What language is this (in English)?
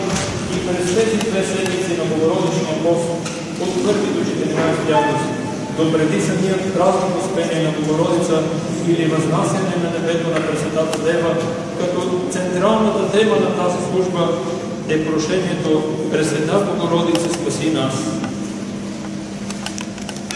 Bulgarian